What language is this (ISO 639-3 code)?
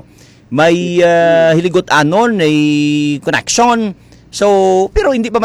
hil